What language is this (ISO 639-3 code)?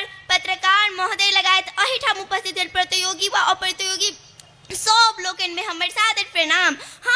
mai